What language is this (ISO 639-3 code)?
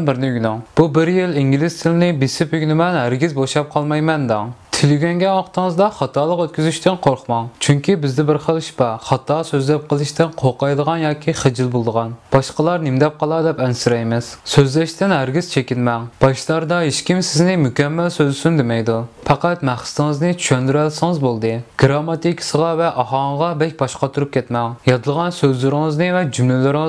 uig